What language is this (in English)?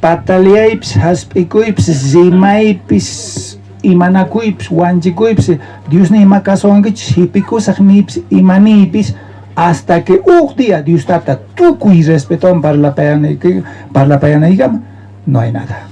South Bolivian Quechua